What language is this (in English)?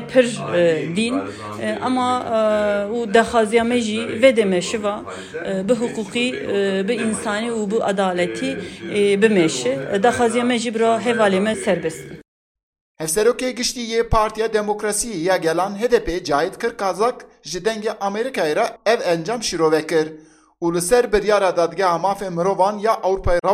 Kurdish